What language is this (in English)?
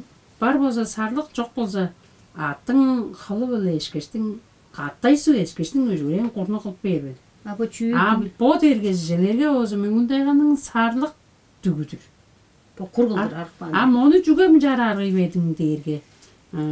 Tuvinian